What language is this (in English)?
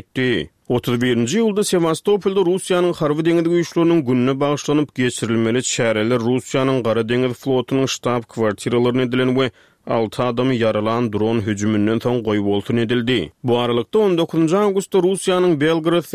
Turkmen